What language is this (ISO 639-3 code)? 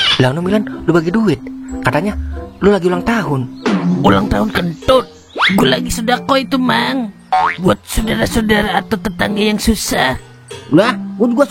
bew